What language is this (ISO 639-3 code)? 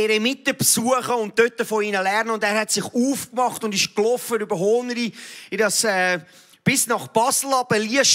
gsw